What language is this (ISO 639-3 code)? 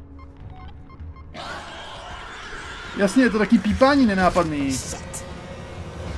ces